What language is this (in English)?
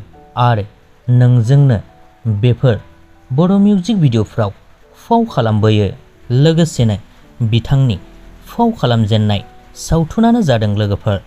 Bodo